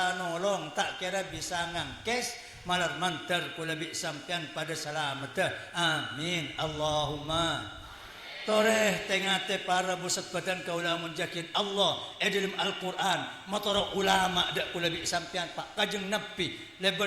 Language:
Madurese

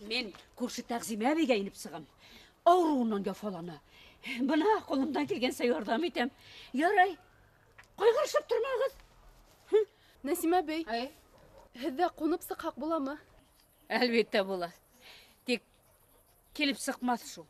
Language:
Bashkir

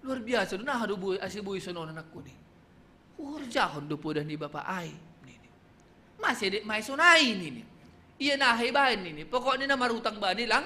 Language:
Batak Simalungun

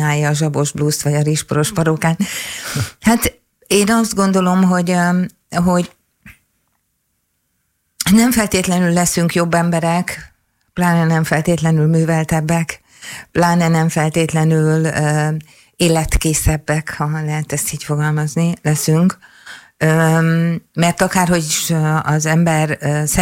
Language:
Hungarian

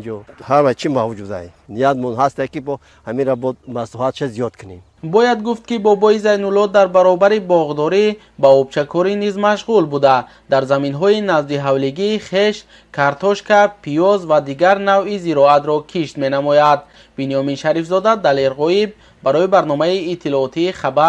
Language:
Tajik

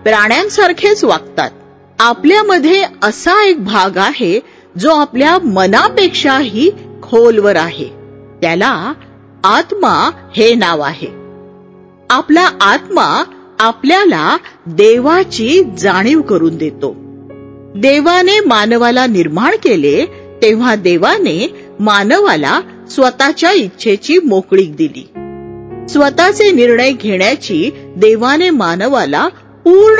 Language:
Marathi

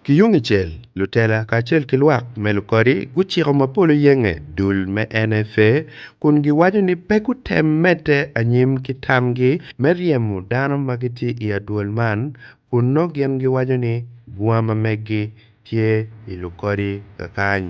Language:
Acoli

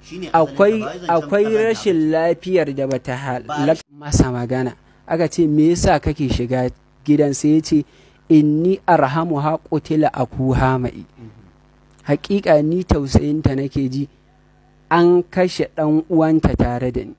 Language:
Hausa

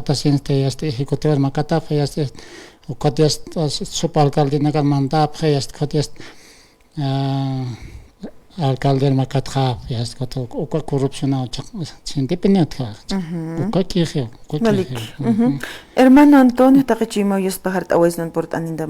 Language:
Aymara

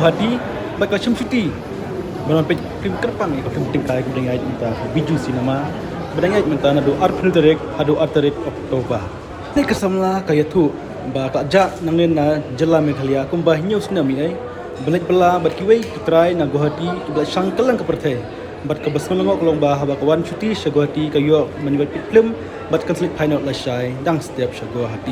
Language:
Khasi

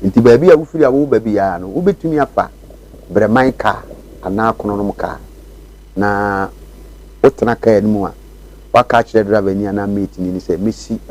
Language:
Akan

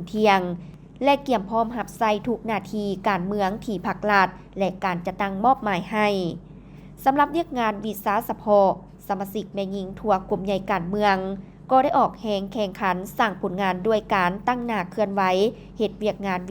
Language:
Lao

